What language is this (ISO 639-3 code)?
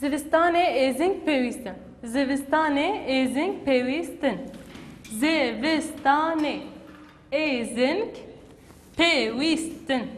kur